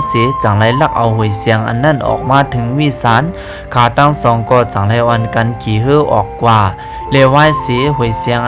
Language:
Shan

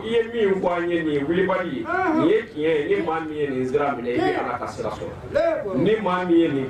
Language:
Bambara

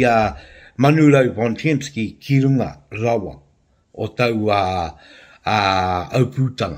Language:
Māori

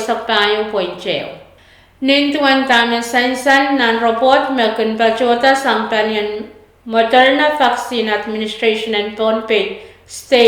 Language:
Pohnpeian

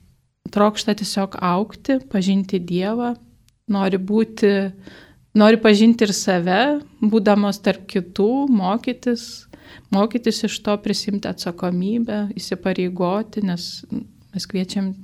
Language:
Lithuanian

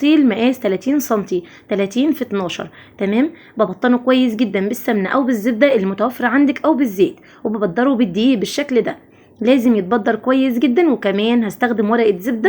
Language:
Egyptian Arabic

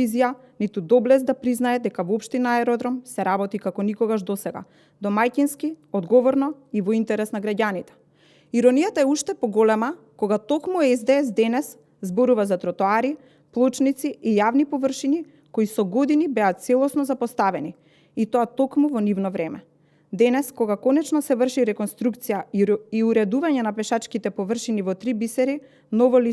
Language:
Macedonian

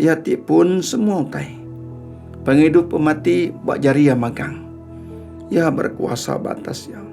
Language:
Iban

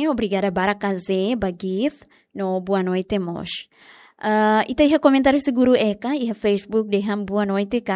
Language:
Tetum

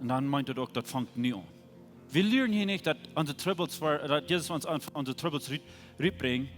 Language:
Plautdietsch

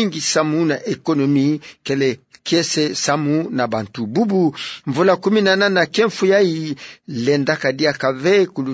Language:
Kituba (Democratic Republic of Congo)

